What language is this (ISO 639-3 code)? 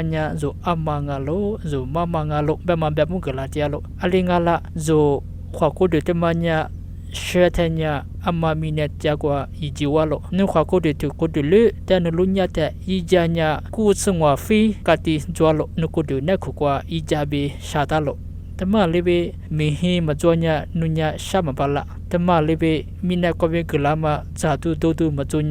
lis